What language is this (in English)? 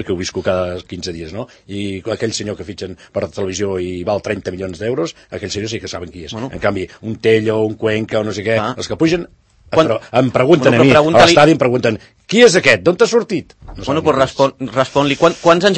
Catalan